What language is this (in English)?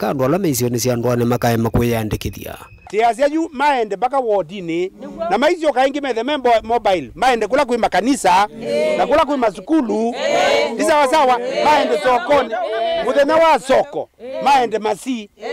Kamba